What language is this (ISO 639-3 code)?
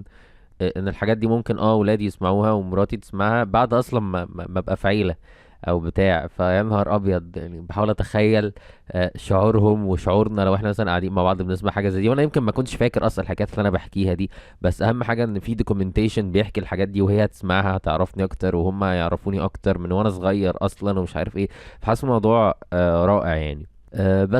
arz